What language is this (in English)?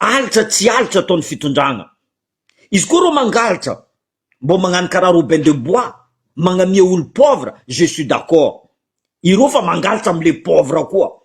Malagasy